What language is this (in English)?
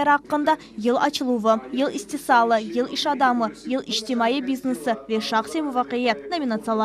Crimean Tatar